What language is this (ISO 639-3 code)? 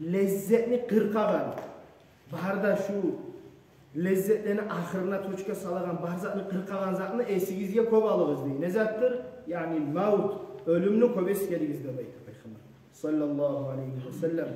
kum